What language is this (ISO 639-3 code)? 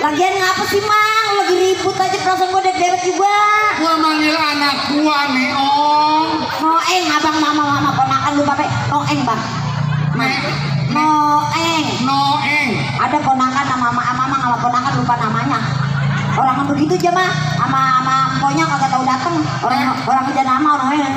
bew